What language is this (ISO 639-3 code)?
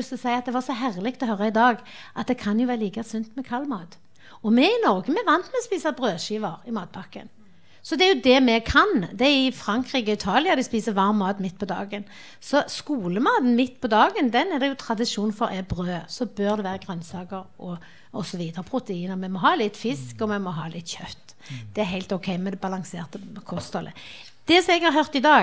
nor